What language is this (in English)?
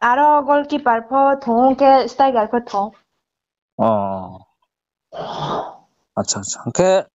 Riang (India)